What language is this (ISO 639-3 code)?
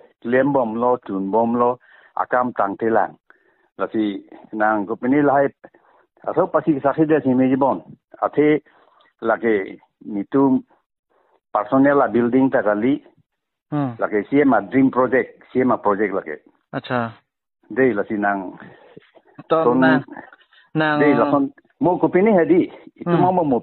mjw